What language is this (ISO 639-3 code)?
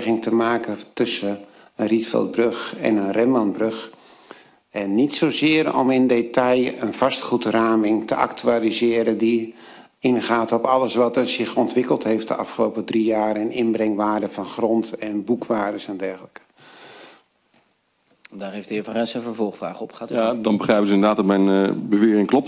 nld